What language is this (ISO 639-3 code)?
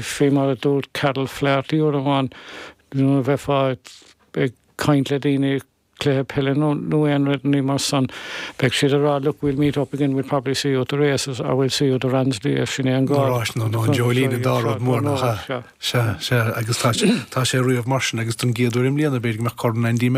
gle